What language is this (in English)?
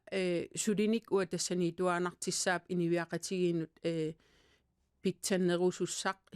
Kalaallisut